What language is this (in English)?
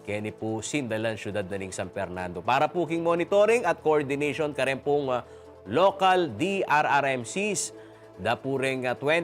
Pampanga